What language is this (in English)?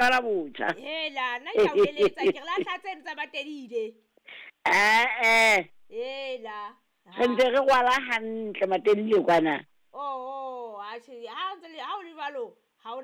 Southern Sotho